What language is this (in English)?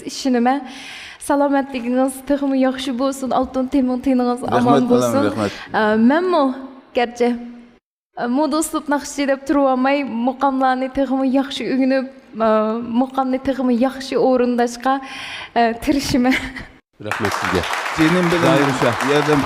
Uyghur